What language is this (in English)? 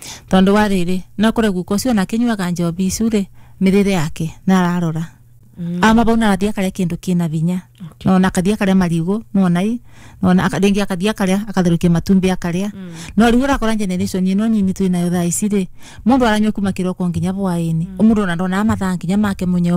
Kikuyu